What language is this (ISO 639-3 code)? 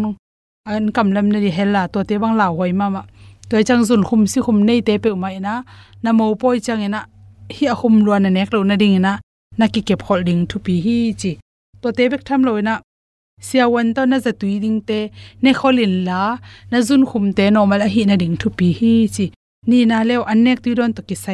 ctd